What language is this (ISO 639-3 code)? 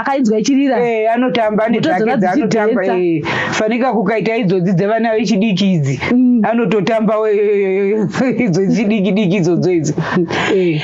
sna